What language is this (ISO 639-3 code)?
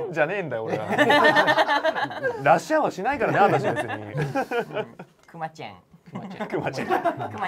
jpn